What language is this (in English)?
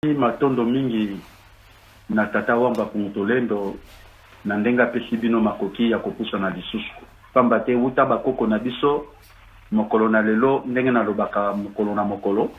Lingala